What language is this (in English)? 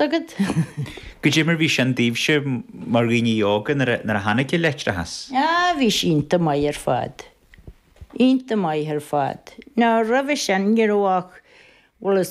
Irish